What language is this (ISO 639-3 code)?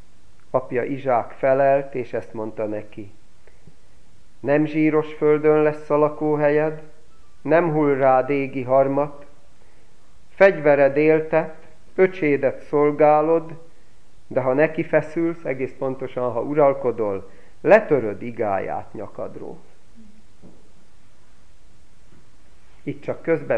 hun